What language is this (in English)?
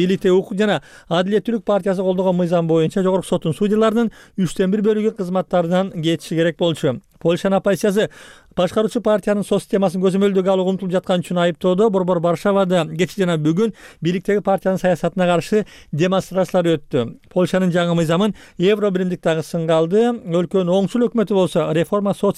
Kyrgyz